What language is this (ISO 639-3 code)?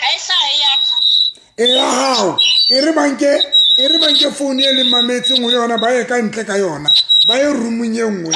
sot